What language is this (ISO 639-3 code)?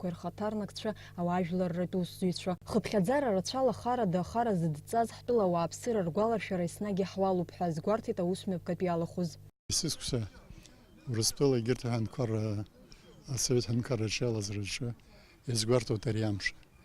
abk